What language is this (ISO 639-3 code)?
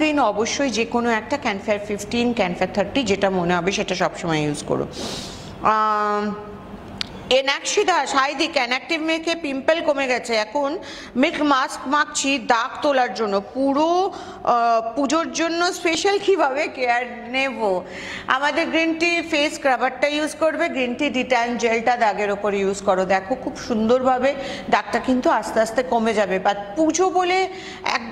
ben